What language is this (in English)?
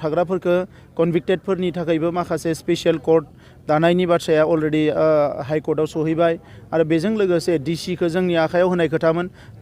Bodo